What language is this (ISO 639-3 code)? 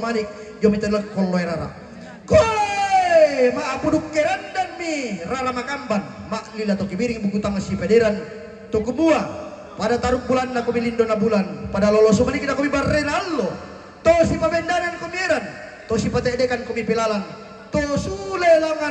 sda